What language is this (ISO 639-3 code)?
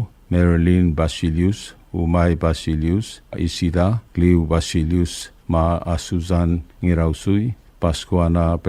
pau